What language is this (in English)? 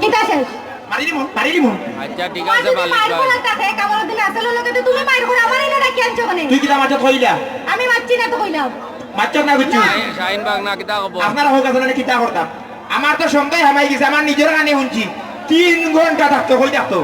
Sylheti